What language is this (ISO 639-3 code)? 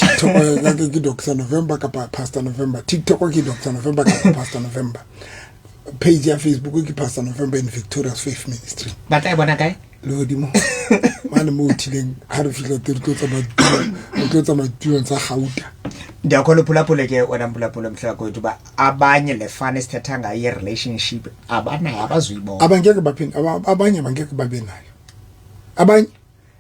sot